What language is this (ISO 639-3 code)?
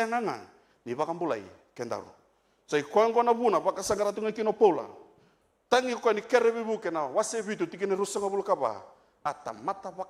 fij